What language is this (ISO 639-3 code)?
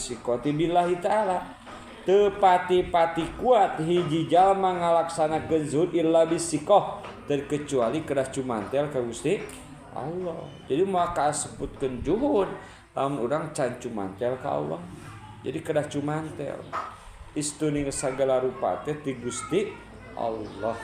sun